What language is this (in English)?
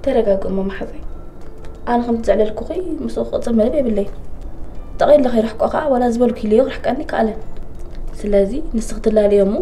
Tigrinya